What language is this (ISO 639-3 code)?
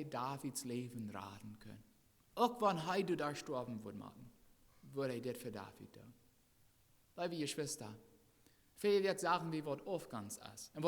pdt